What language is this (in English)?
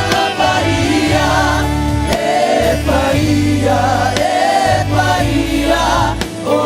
Samoan